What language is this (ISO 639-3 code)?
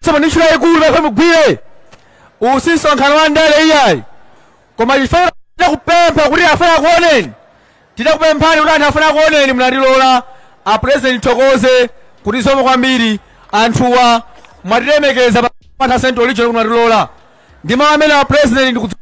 nya